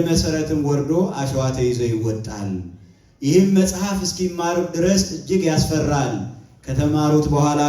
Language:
Amharic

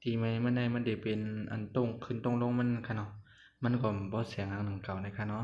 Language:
Shan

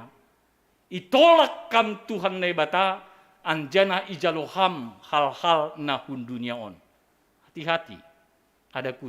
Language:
Batak Simalungun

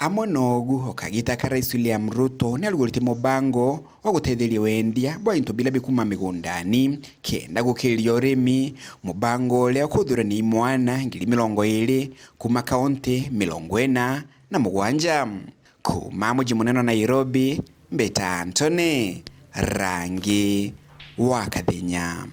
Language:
Meru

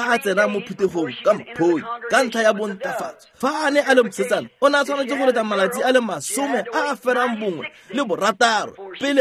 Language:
Tswana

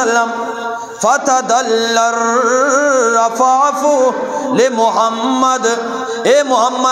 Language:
Eastern Balochi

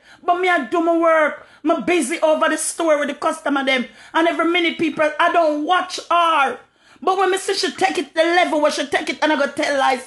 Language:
Jamaican Creole English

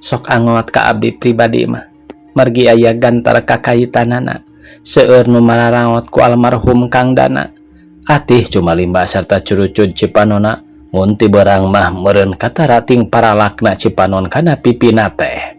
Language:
Sundanese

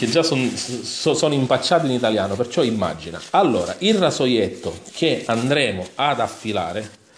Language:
Italian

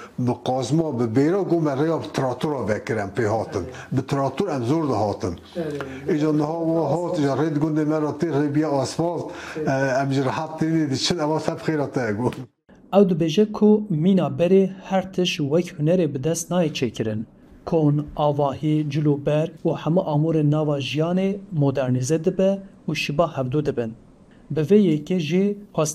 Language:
Kurdish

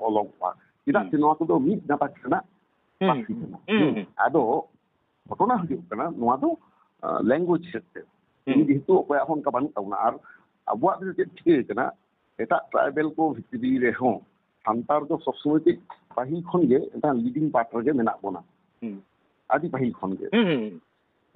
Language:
Santali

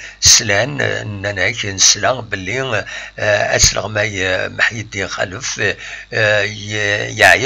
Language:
Kabyle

